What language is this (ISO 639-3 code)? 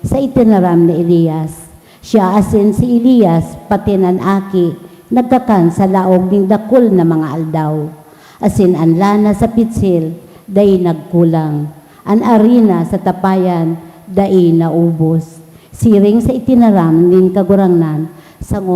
bik